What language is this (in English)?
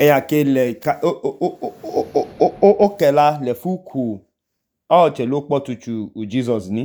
Idoma